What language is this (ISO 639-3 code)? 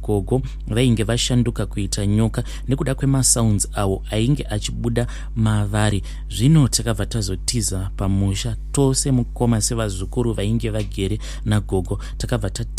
sna